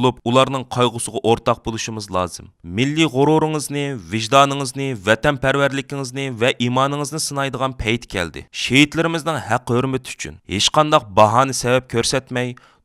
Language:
Uyghur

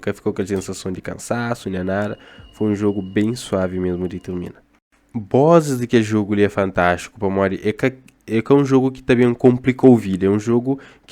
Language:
Kabuverdianu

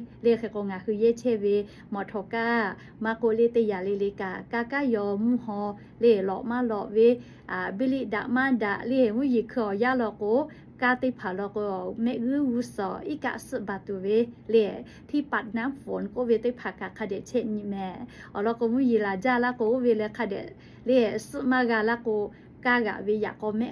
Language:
Lahu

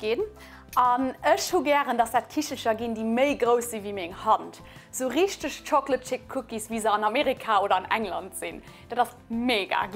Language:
Luxembourgish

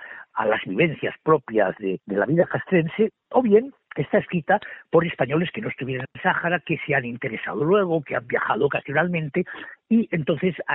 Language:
Spanish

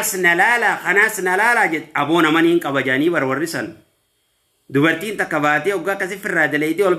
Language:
Oromo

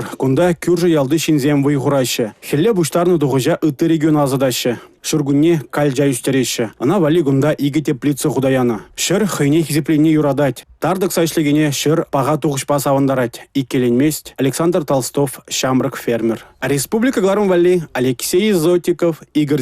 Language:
Chuvash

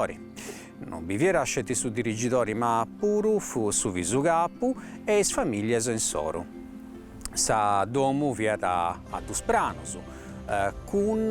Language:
Sardinian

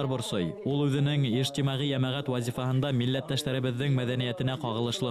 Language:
Bashkir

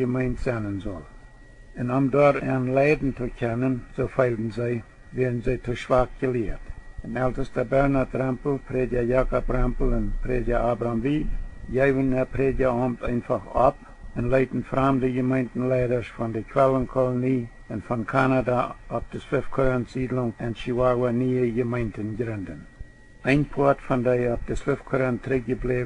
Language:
Plautdietsch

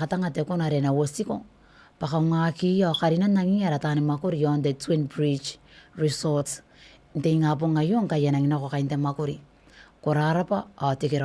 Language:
Gilbertese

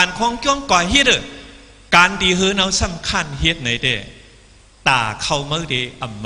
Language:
Shan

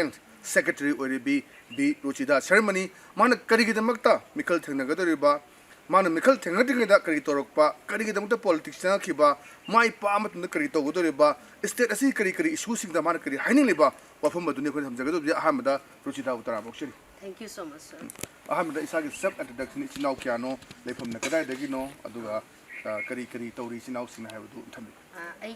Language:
Manipuri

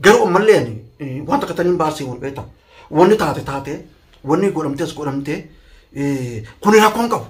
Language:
Oromo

